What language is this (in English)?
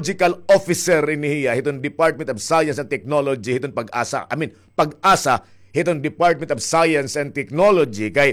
Waray